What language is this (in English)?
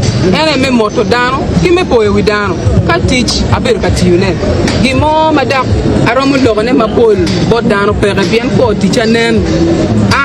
Acoli